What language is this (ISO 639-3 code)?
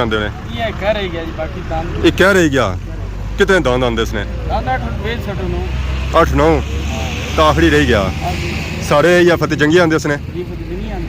phr